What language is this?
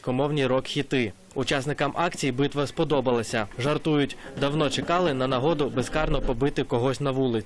Ukrainian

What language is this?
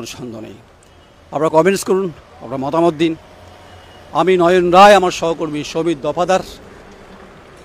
Bangla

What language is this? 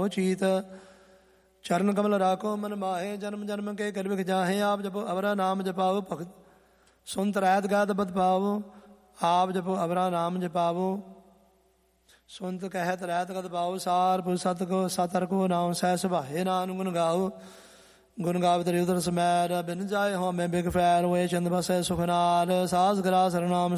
Punjabi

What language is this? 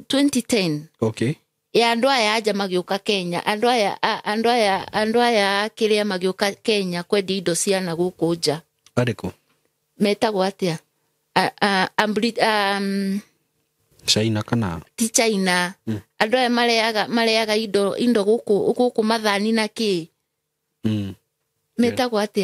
Kikuyu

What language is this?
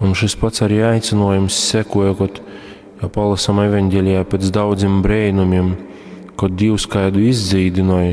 Latgalian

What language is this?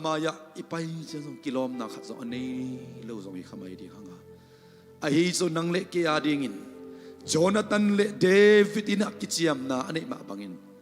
Tedim Chin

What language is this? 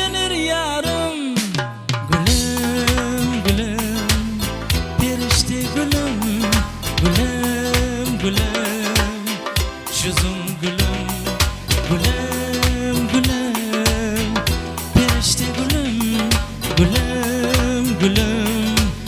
Kara-Kalpak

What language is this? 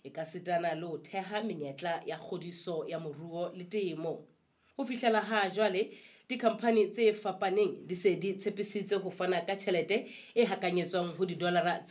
Southern Sotho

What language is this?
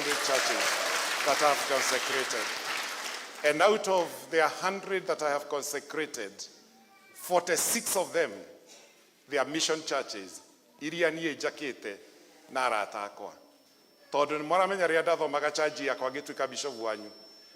Kikuyu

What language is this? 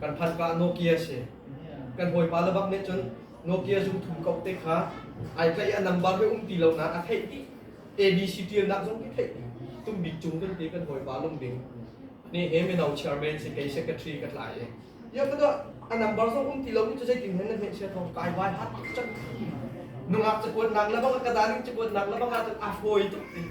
Hakha Chin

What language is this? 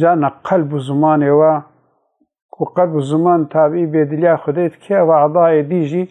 Kurdish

